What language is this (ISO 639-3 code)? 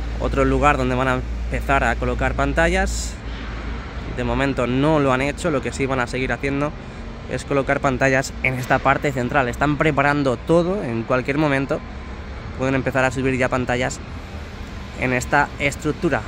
spa